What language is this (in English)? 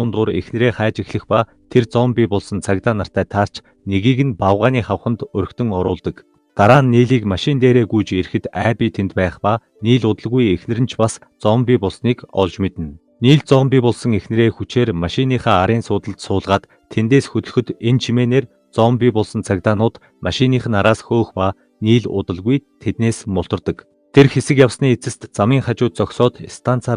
Mongolian